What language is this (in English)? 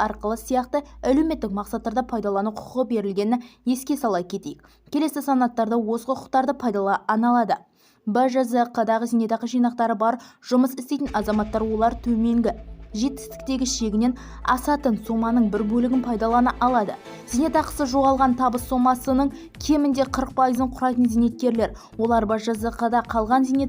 Kazakh